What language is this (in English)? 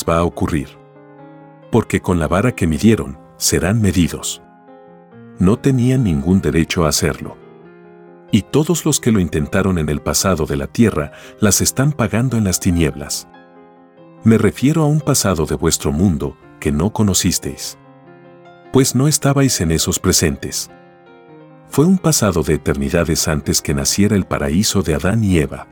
Spanish